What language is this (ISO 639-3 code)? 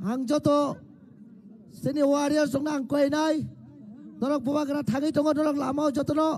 trp